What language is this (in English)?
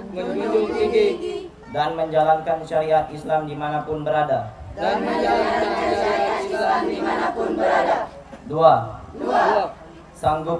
Indonesian